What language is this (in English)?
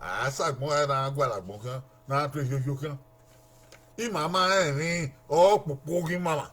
Bini